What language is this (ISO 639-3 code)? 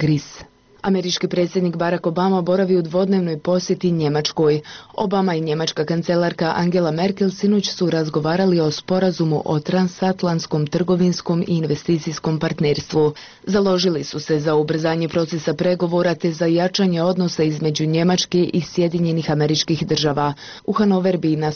bos